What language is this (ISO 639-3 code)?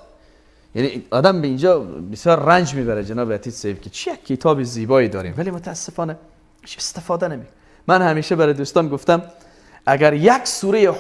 fas